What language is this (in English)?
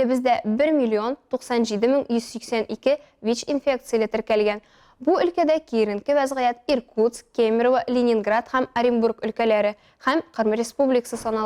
Tatar